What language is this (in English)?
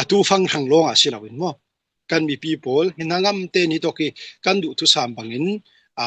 Falam Chin